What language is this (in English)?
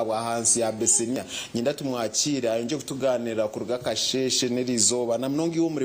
Nyankole